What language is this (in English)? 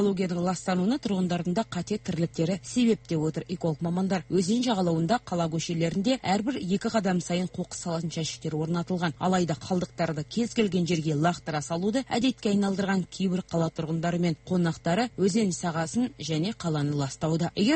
Kazakh